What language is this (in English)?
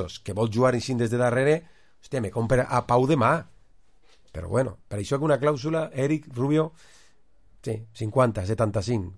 Catalan